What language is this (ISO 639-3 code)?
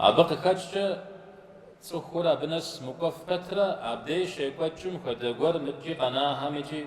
kbd